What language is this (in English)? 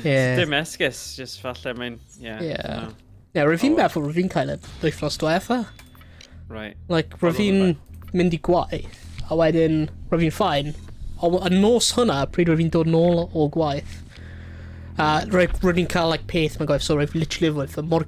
Welsh